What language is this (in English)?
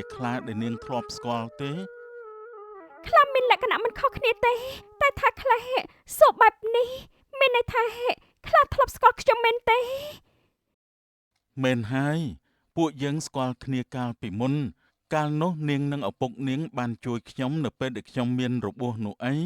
Khmer